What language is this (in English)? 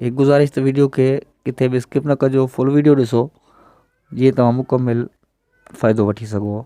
Sindhi